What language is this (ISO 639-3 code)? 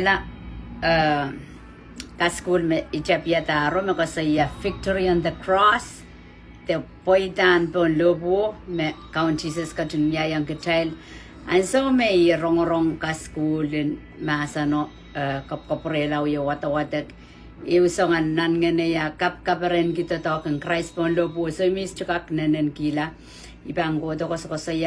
pon